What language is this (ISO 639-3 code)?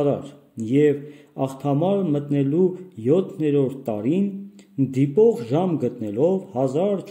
hye